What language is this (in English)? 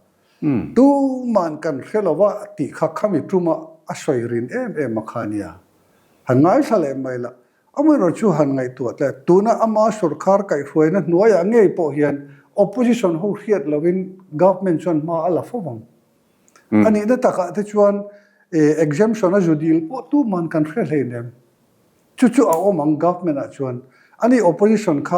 Mizo